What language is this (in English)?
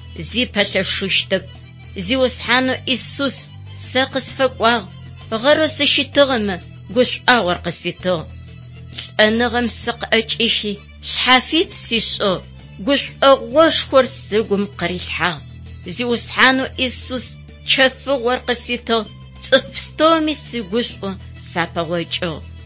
Adyghe